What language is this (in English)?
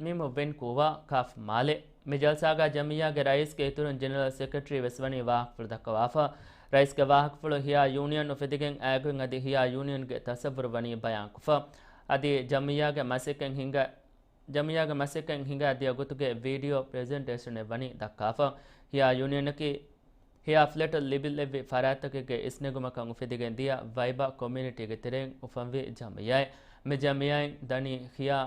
Divehi